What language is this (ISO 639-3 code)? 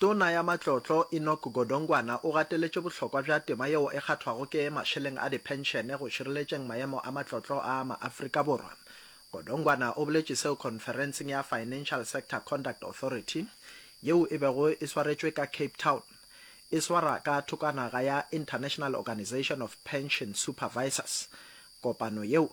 nso